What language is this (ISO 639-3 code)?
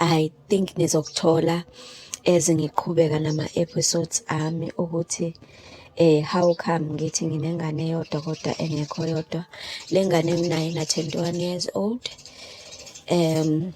zul